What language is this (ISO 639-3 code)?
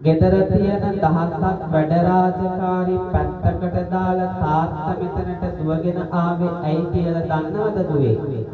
sin